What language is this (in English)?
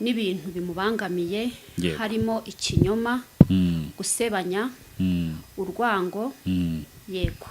Kinyarwanda